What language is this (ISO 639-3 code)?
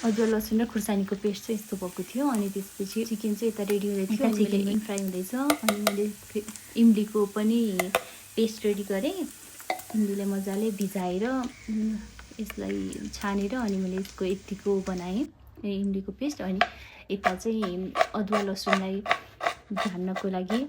nep